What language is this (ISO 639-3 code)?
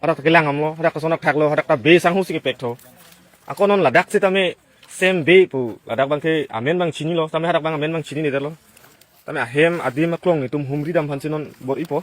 mjw